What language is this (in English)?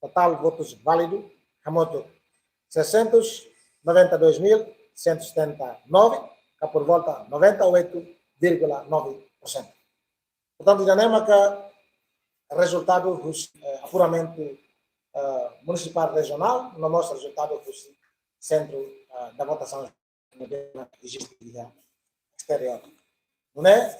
Tetum